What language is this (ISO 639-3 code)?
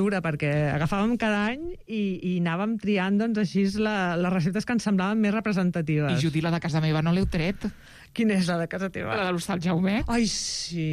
cat